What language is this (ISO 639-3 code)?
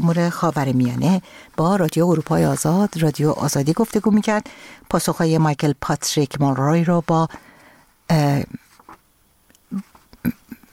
fas